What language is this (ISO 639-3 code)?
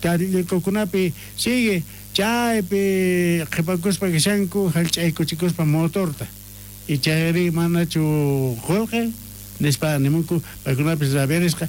quh